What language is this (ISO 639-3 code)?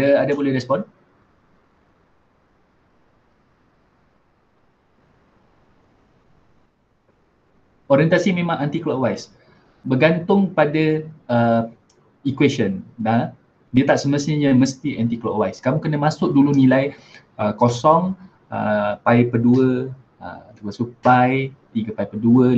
msa